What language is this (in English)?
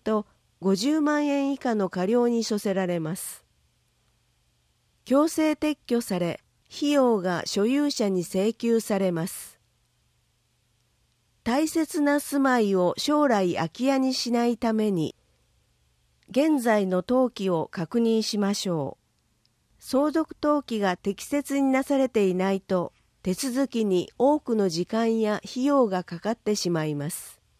Japanese